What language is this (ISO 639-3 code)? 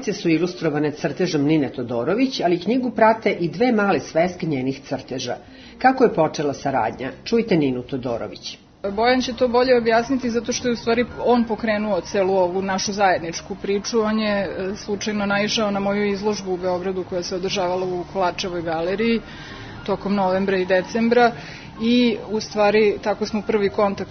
srp